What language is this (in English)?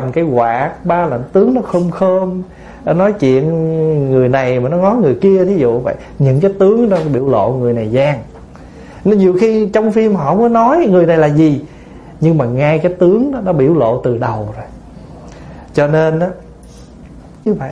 Vietnamese